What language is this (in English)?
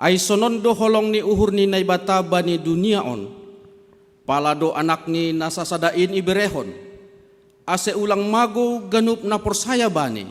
Batak Simalungun